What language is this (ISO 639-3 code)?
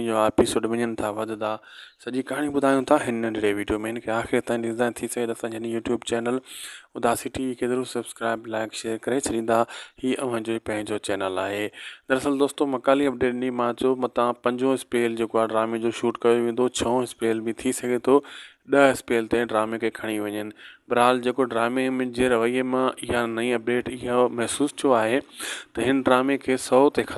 snd